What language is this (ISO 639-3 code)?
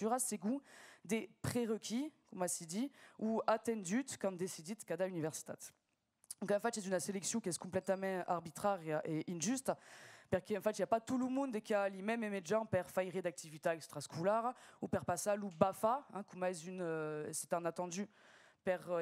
oci